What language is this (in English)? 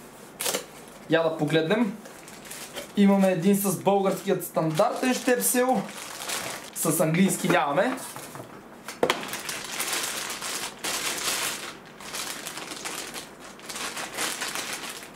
Bulgarian